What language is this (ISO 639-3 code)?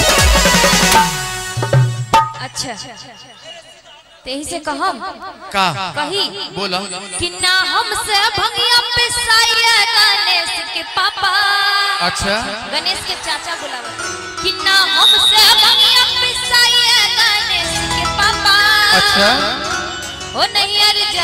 bho